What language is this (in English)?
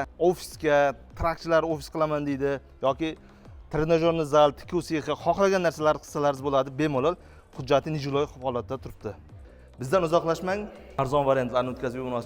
Uzbek